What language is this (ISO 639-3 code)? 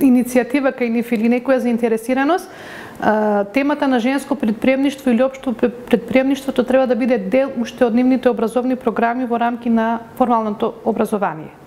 mkd